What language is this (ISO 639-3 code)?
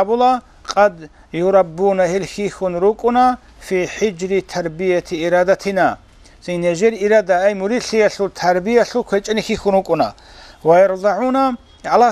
ava